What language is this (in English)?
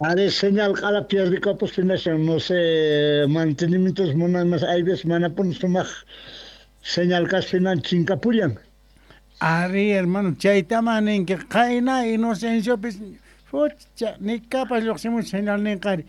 Quechua